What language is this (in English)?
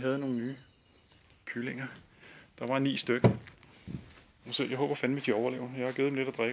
Danish